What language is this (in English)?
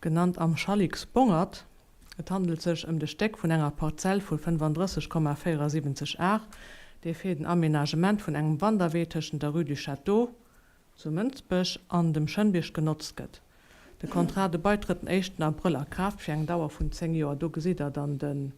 Luxembourgish